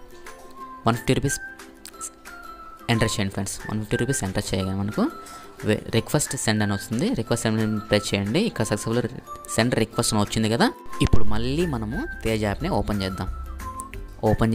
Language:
Telugu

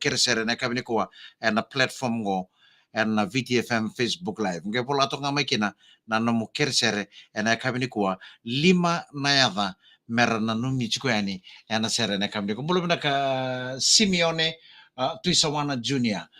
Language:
Fijian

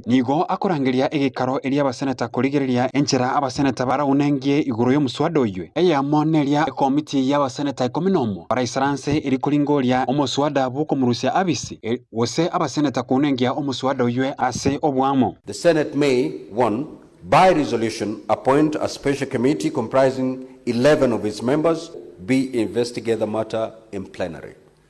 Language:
Gusii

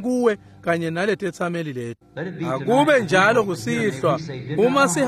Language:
Swati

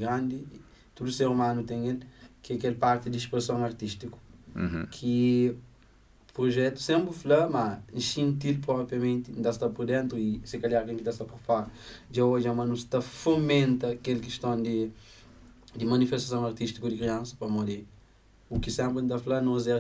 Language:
Kabuverdianu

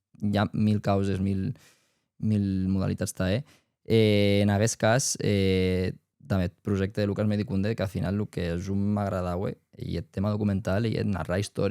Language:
Occitan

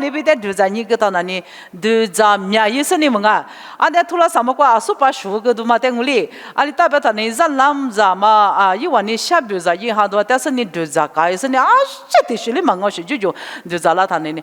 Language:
Lisu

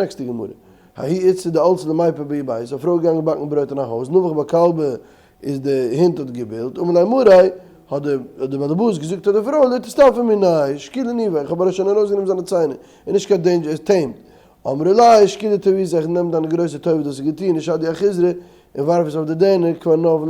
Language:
Yiddish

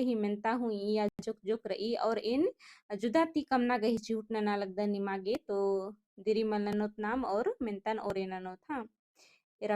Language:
Kurukh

